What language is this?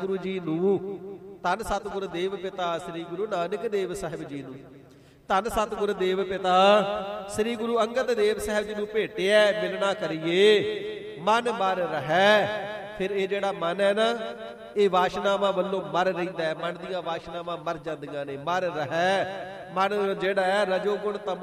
Punjabi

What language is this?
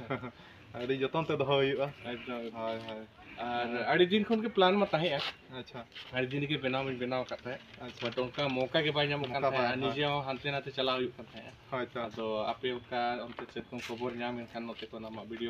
Santali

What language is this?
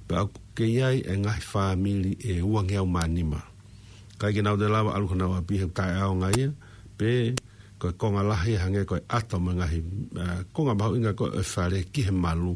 Tongan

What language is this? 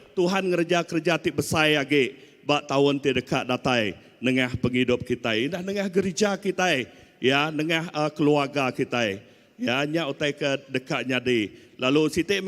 Iban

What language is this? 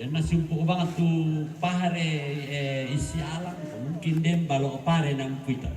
Toraja-Sa'dan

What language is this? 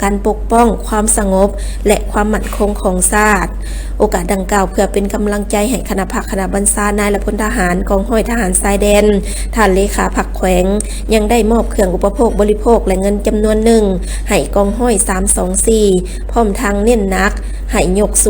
Lao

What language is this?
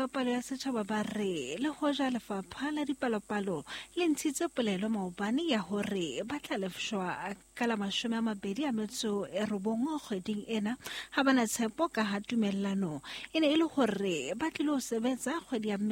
Southern Sotho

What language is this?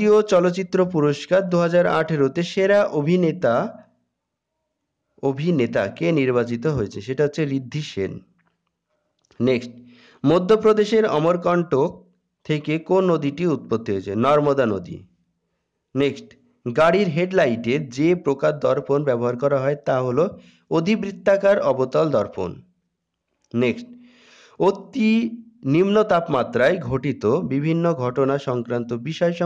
Bangla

